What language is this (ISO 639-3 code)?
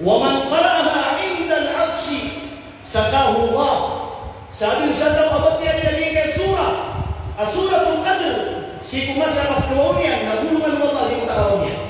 mrw